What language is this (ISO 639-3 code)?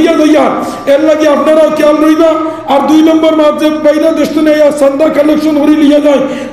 syl